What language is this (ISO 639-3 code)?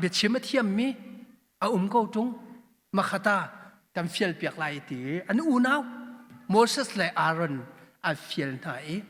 cnh